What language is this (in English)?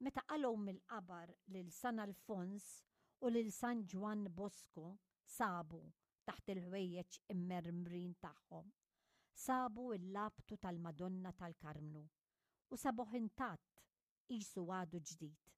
Maltese